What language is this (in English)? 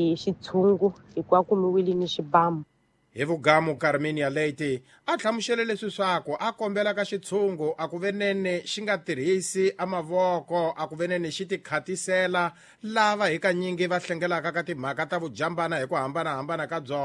Tsonga